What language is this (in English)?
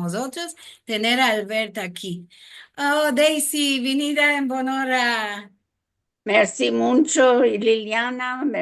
Ladino